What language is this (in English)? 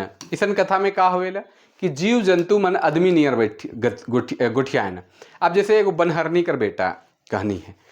Sadri